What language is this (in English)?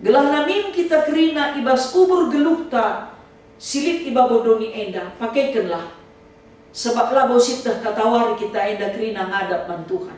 Batak Karo